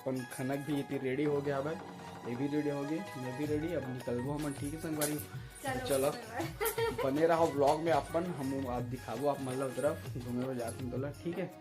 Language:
Chhattisgarhi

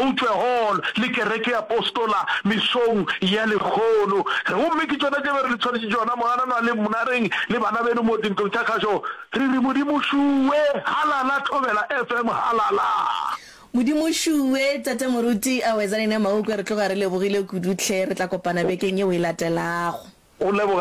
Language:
Northern Sotho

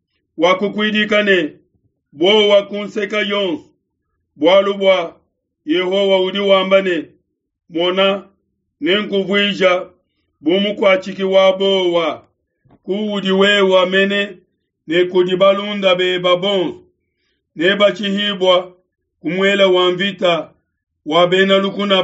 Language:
Luba-Lulua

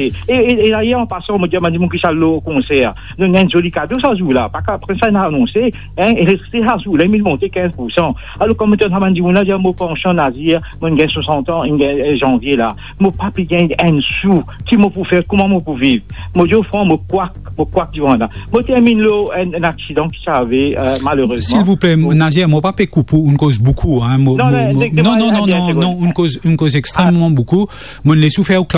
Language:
Morisyen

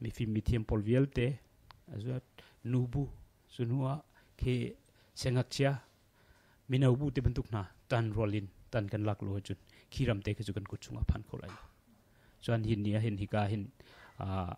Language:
Hakha Chin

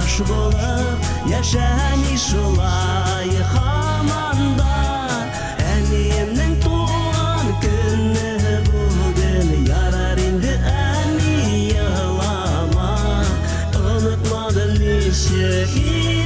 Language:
Bashkir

